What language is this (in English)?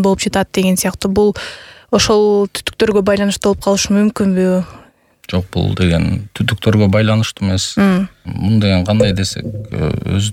Kyrgyz